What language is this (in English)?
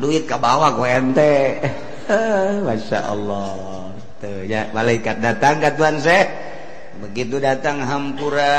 Sundanese